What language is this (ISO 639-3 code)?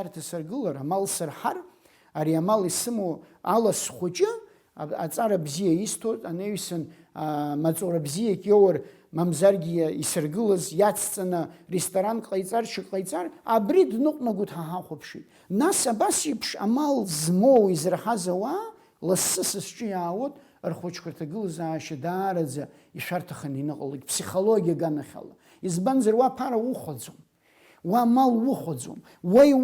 abk